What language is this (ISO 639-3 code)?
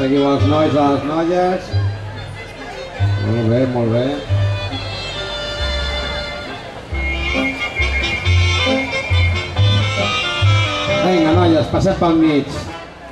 cat